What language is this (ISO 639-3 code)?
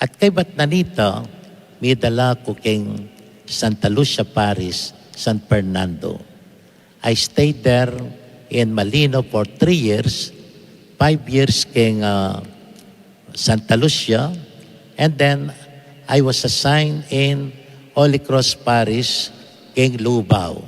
pam